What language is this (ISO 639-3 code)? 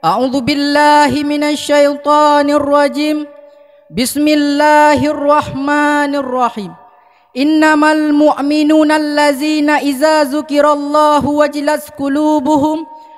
ace